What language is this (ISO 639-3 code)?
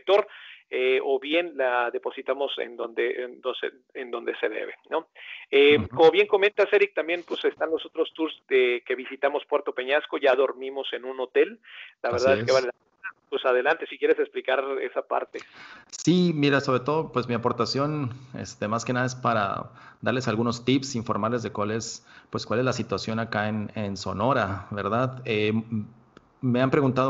spa